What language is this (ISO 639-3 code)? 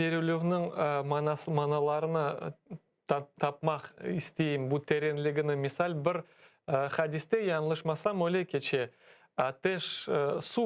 crh